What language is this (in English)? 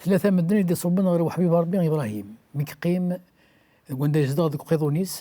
Kabyle